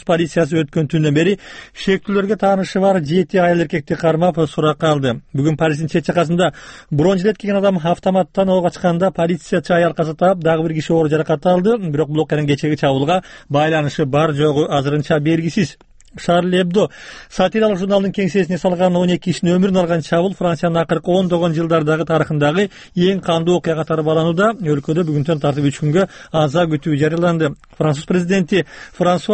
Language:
Kyrgyz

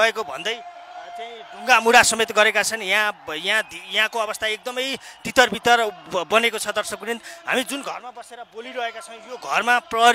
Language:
Nepali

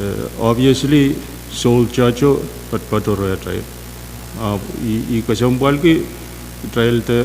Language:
Pohnpeian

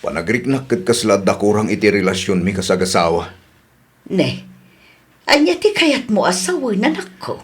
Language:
Iloko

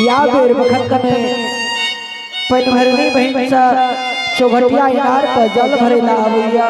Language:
Angika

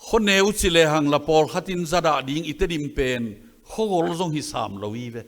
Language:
Tedim Chin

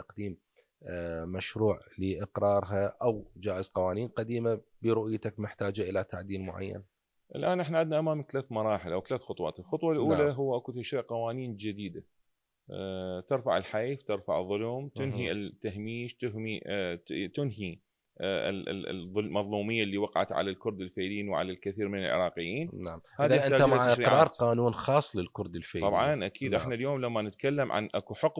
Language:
Mesopotamian Arabic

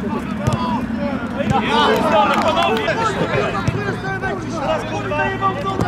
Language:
Polish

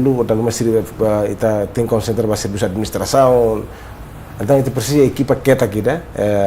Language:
Tetum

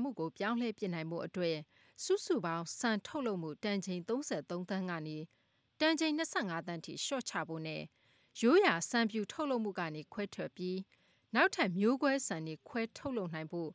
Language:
Burmese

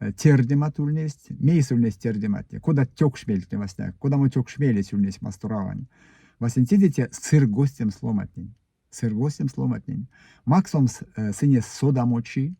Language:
Erzya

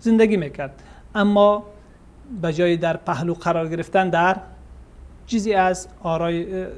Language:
Persian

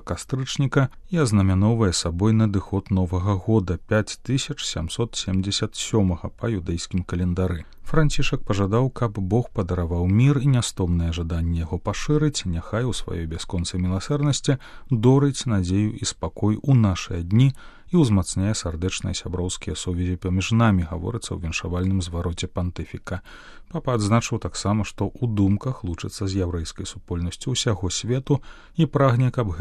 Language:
Belarusian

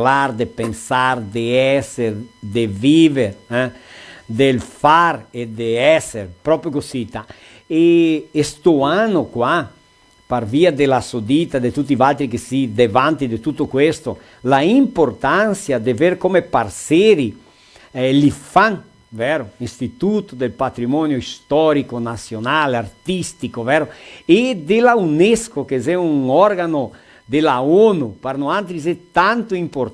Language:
Venetian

